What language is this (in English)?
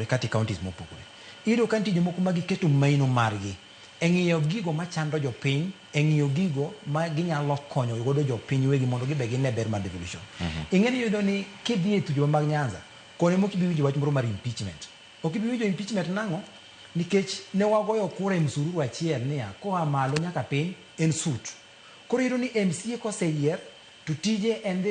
Luo (Kenya and Tanzania)